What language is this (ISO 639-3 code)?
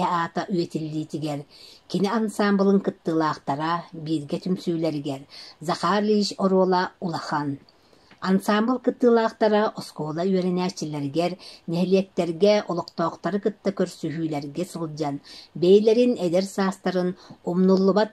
sah